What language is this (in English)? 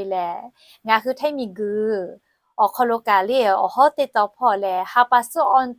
Lahu